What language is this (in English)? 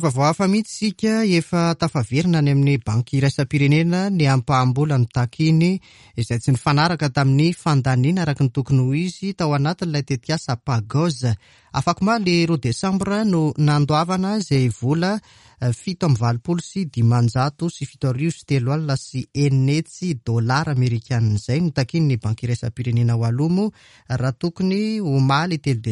Malagasy